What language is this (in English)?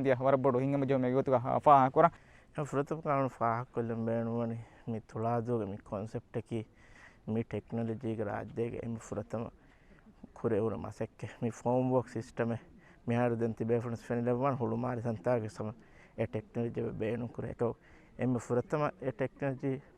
Divehi